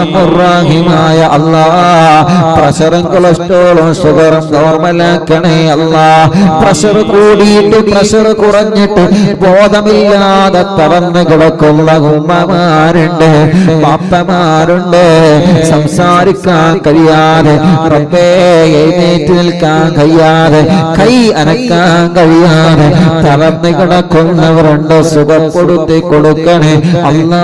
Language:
Malayalam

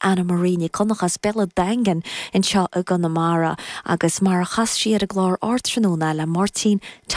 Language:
Irish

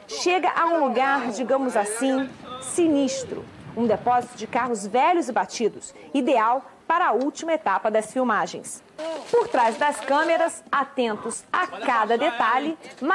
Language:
Portuguese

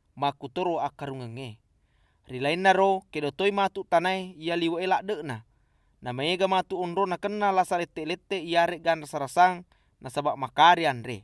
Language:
Buginese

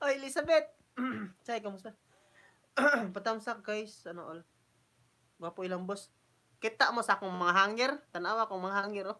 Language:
Cebuano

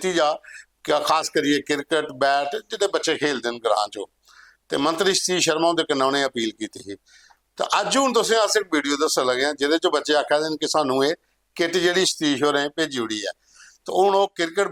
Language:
Dogri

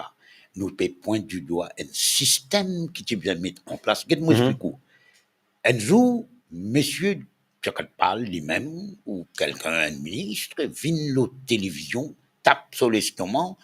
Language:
Morisyen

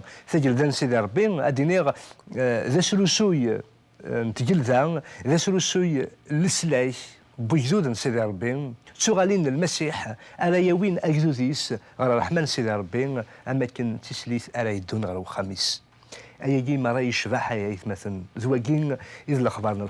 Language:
Kabyle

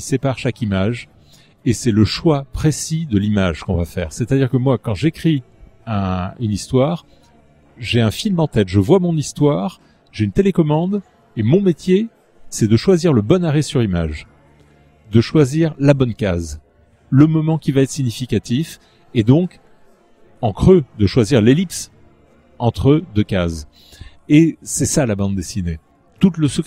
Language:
French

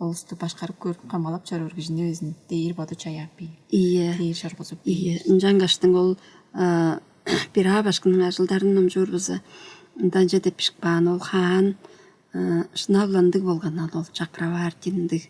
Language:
Tuvinian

